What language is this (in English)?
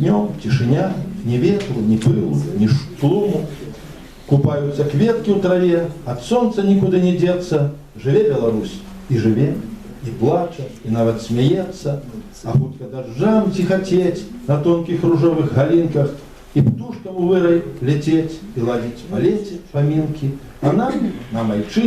Belarusian